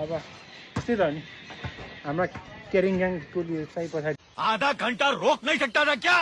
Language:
Nepali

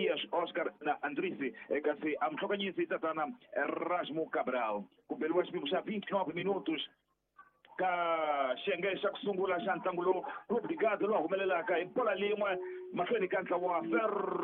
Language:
Tsonga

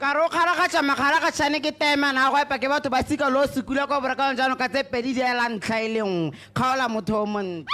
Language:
Tswana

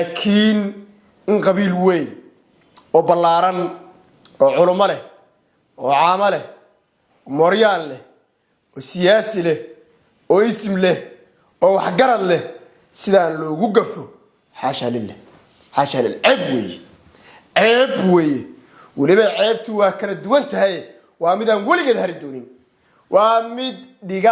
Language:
Somali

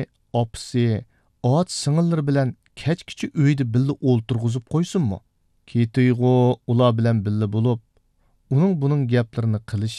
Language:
Uyghur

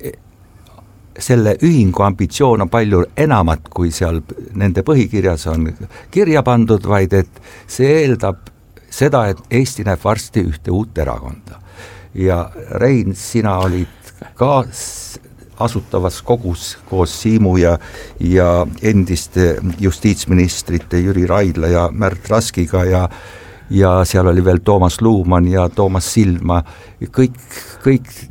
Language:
Estonian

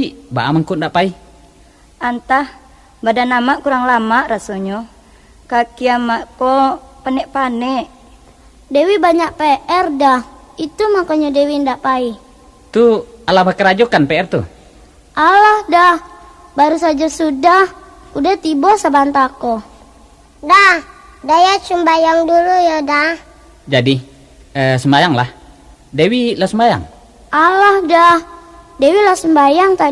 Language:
Minangkabau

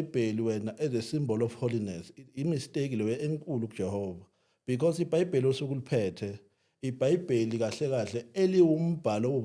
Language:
Zulu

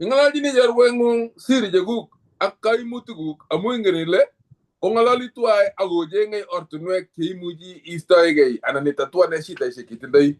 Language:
Kalenjin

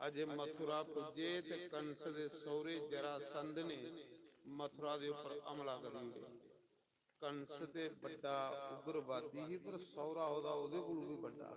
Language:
Dogri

